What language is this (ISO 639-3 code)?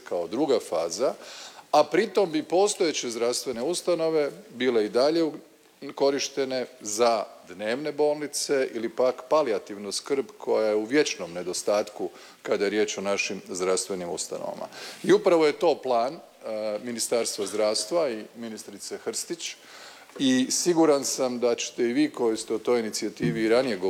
hrv